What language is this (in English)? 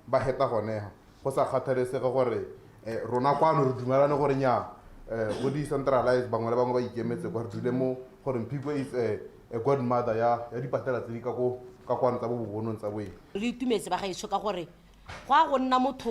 Tswana